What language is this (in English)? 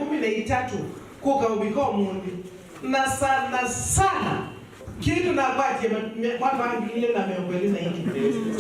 Kamba